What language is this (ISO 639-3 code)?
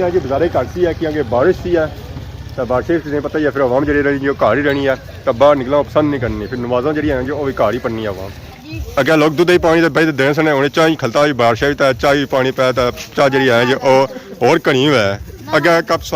phr